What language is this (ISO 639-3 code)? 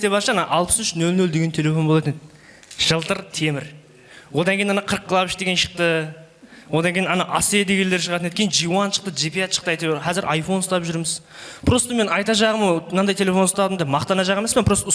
kaa